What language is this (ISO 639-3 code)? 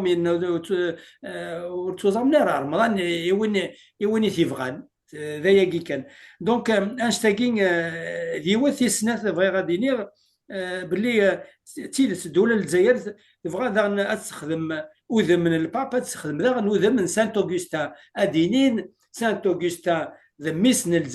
kab